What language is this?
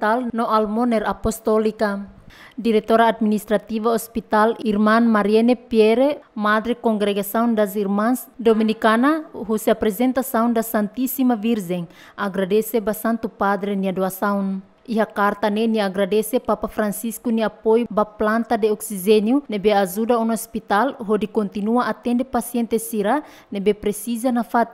Tetum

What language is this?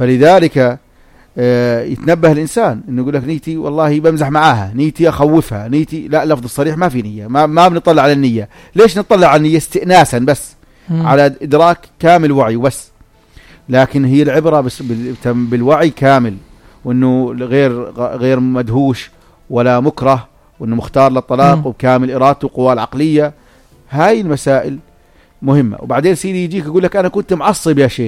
North Levantine Arabic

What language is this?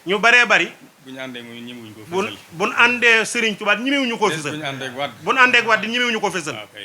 Wolof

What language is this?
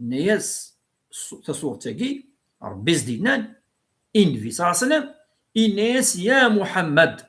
Kabyle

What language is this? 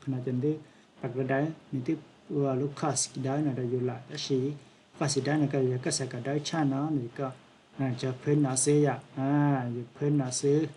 Hmong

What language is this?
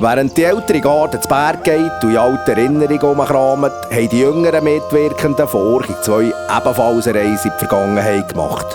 Swiss German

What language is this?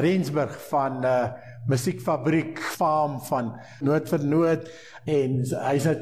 Afrikaans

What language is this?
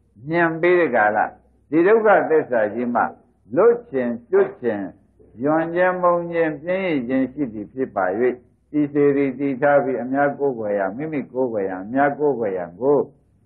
Burmese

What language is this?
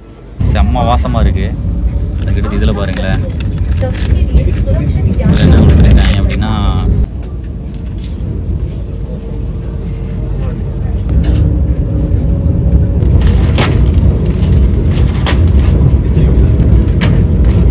Tamil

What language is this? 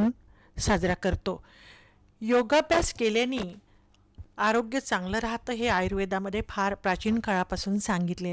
Marathi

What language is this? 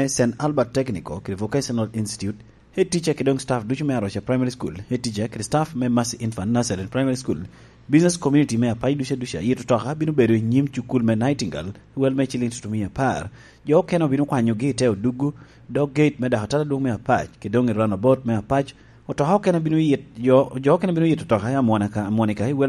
Lango (Uganda)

